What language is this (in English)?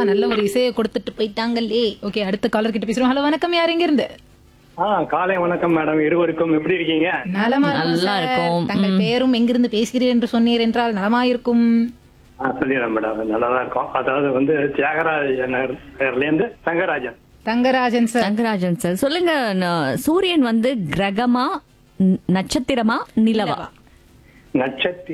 Tamil